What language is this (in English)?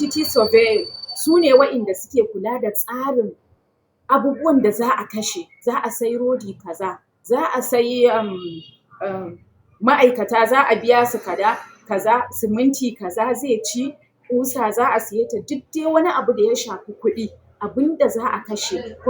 Hausa